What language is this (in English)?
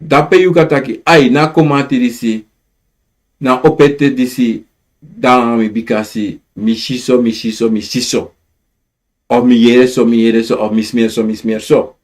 Sranan Tongo